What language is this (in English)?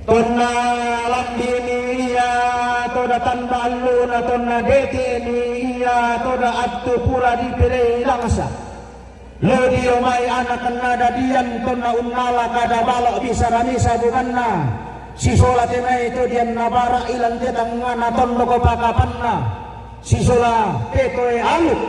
Toraja-Sa'dan